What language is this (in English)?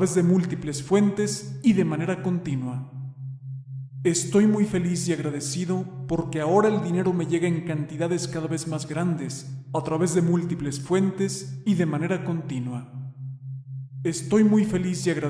Spanish